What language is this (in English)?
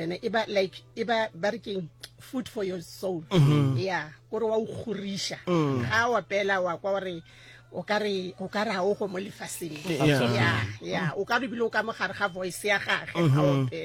Northern Sotho